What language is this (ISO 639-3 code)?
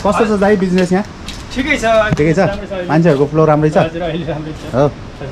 nep